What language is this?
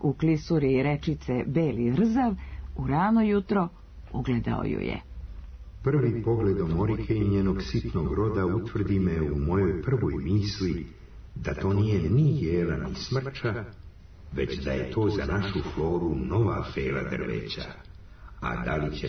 Serbian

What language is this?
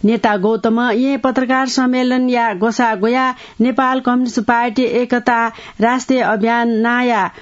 Newari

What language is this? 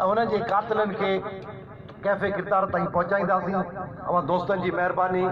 Sindhi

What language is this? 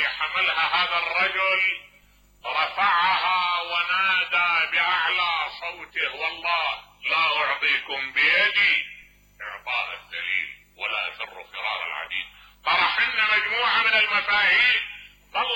Mesopotamian Arabic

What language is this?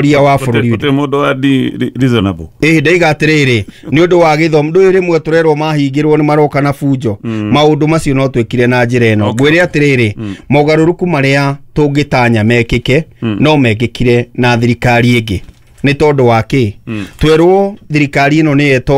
Kikuyu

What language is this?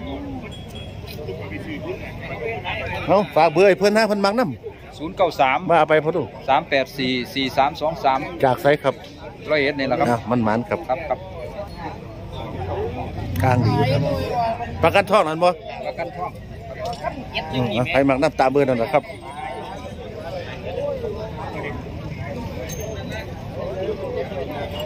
Northeastern Thai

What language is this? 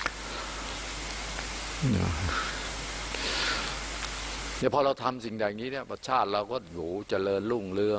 Thai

